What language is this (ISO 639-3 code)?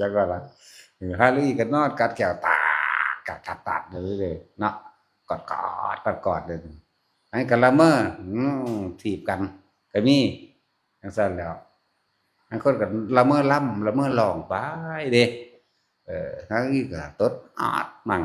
tts